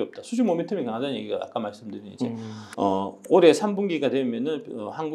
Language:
Korean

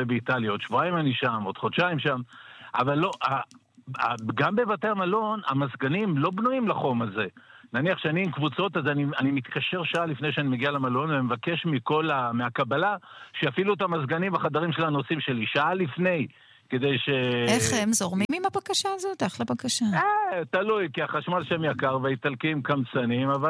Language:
Hebrew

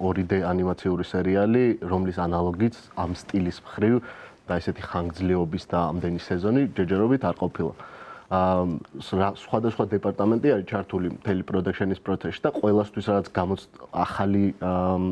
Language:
Georgian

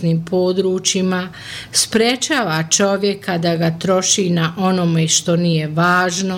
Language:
Bosnian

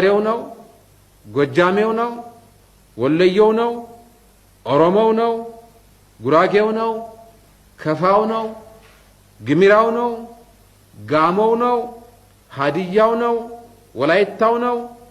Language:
Amharic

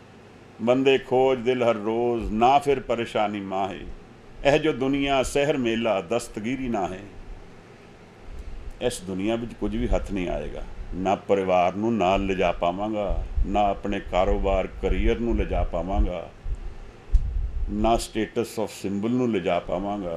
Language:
Punjabi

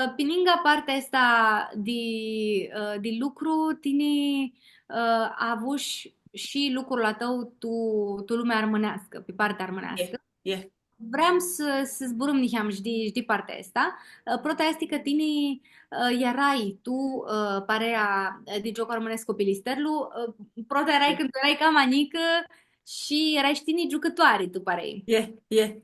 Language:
Aromanian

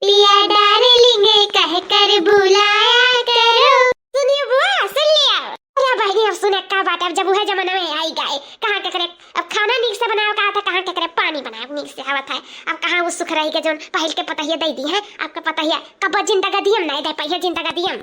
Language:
Awadhi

